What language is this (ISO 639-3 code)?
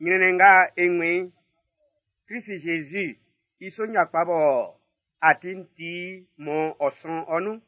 bci